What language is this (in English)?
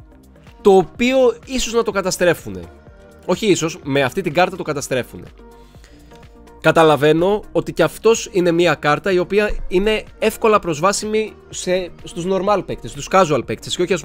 Greek